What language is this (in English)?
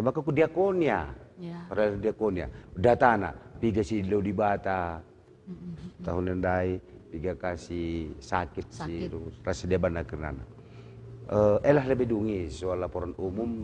Batak Karo